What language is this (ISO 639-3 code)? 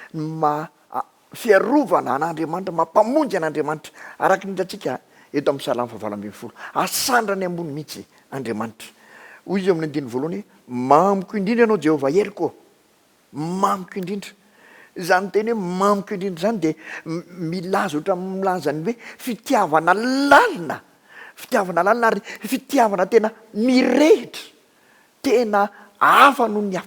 mlg